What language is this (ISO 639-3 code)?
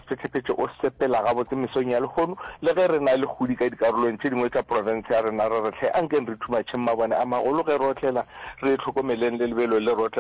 nso